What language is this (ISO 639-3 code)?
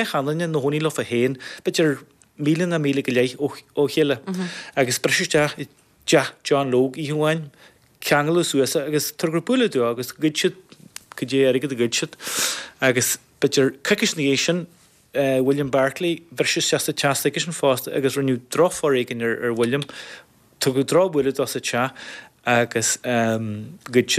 gle